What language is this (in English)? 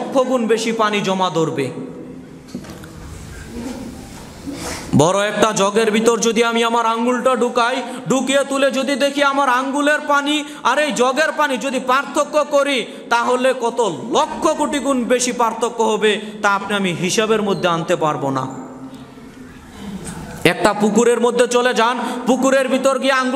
Bangla